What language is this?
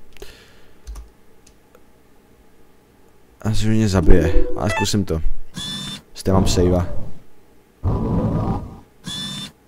Czech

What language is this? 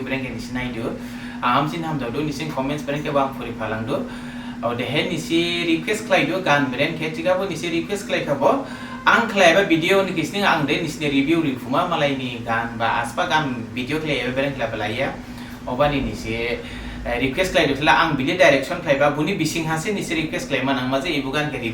Dimasa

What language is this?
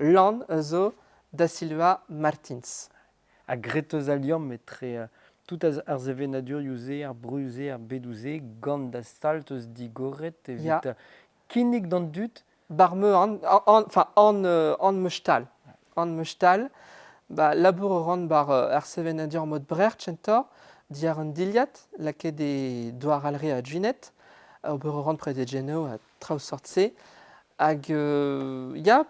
Breton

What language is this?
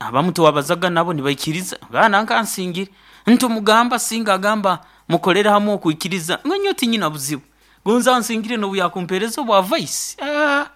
Nyoro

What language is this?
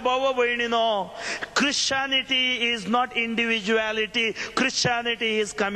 Konkani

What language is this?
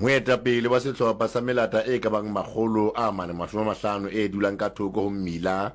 Southern Sotho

